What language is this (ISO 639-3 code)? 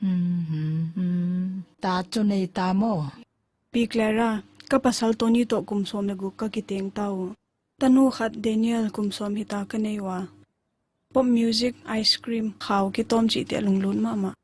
pck